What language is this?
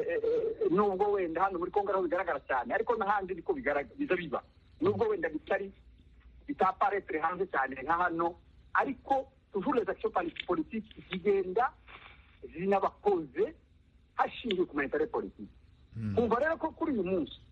Kinyarwanda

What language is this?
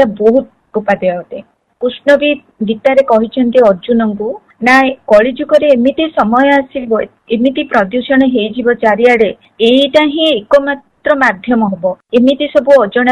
Odia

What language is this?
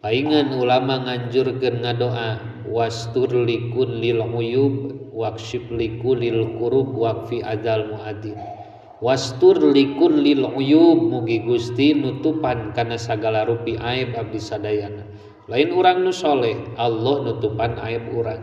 Sundanese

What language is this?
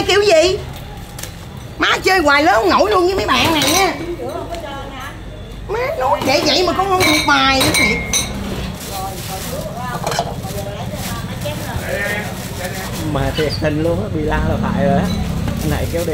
Vietnamese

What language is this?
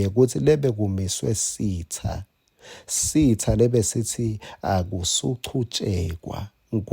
Swati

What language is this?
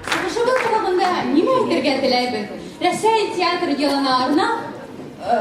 Bashkir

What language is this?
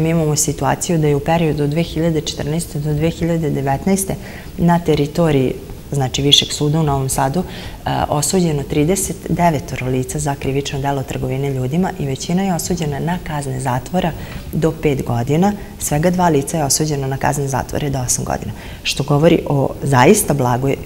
Serbian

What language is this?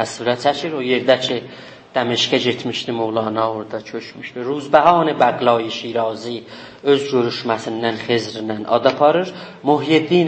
South Azerbaijani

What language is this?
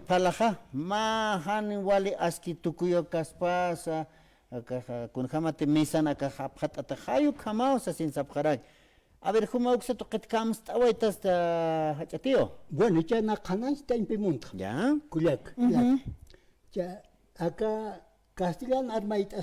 Aymara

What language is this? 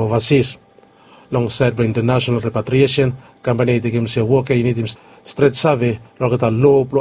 Bislama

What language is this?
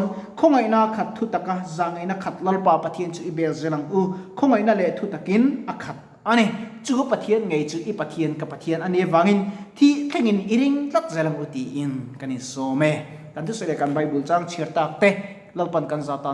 Mizo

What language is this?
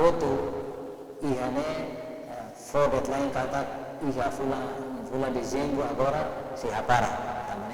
Tetum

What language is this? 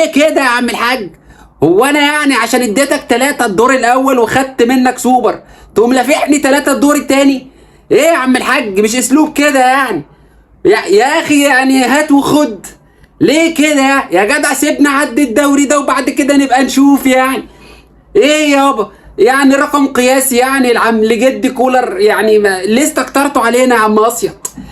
Egyptian Arabic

